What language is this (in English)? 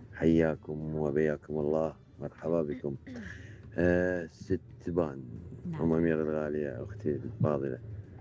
Mesopotamian Arabic